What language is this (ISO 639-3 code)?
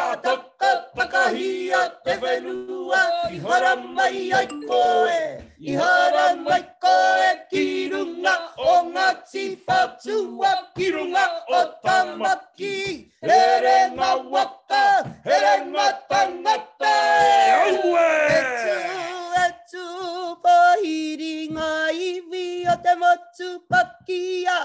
mri